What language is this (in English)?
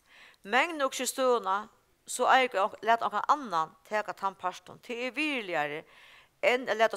Faroese